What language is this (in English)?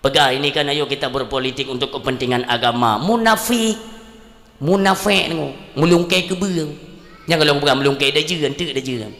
Achinese